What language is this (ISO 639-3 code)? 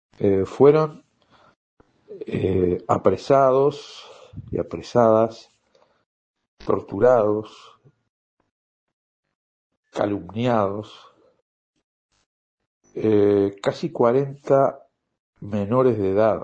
spa